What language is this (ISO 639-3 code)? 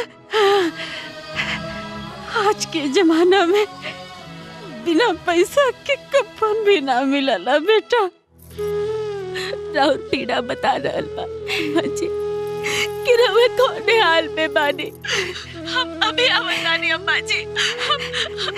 bho